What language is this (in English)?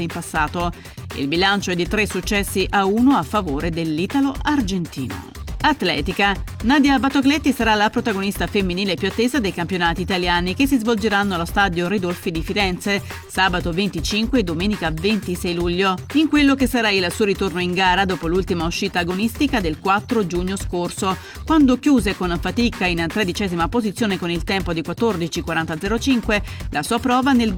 Italian